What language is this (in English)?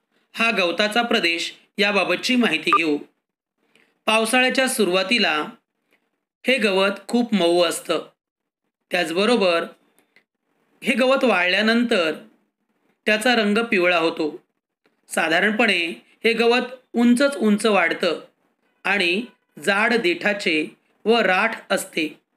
Marathi